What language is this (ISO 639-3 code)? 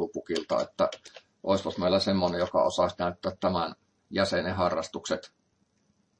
fin